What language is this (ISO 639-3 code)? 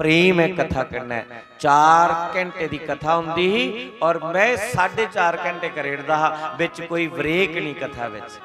doi